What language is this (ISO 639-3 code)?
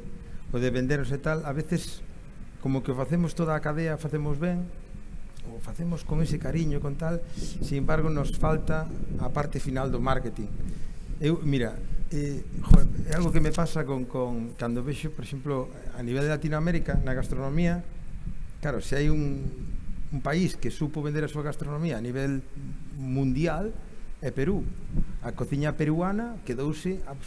glg